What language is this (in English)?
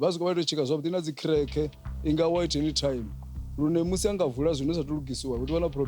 Venda